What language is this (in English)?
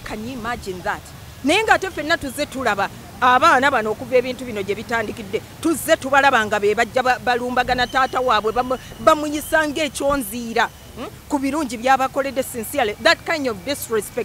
Ganda